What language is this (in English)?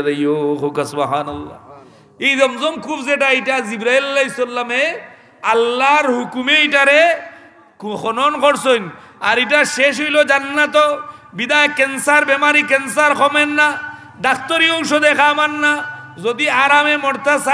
Sylheti